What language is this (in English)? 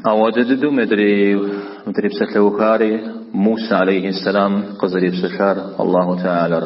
Kabardian